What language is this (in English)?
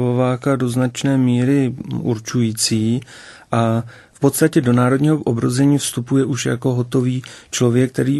Czech